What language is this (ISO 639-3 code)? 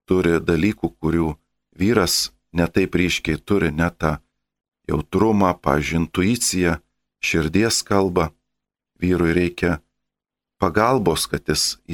lit